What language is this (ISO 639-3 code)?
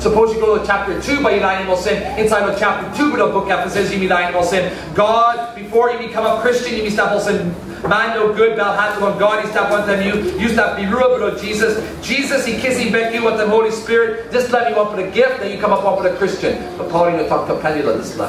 tpi